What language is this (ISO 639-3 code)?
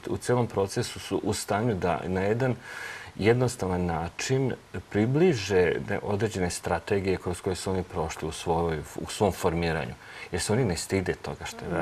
srp